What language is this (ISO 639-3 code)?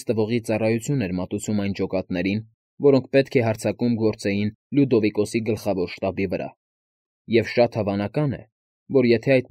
hye